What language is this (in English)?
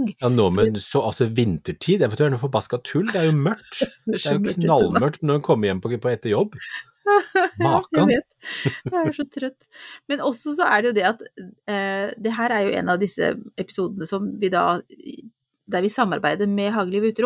Norwegian